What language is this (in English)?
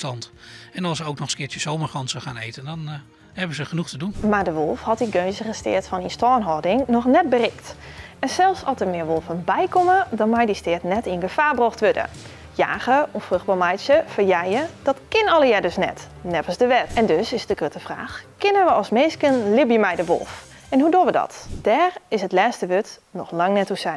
Western Frisian